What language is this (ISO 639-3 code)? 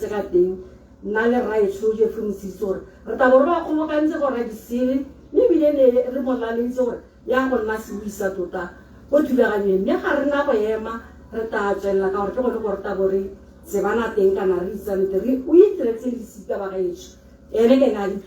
tsn